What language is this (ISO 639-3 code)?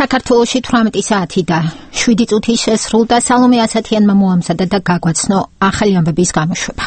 kat